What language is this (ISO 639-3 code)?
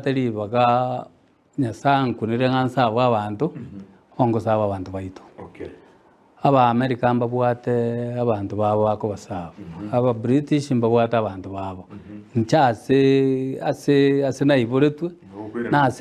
guz